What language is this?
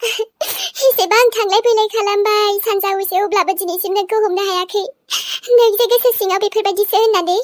Bodo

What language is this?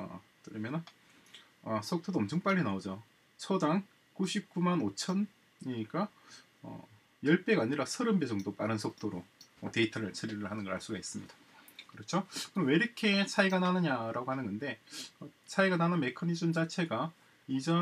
Korean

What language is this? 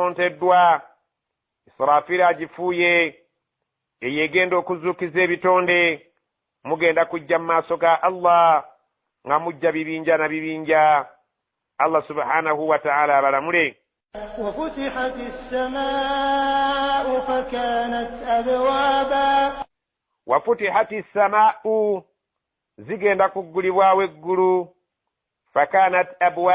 Ganda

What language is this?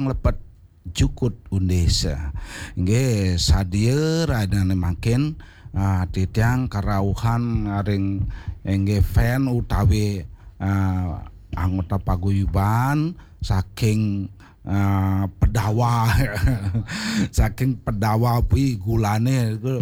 Balinese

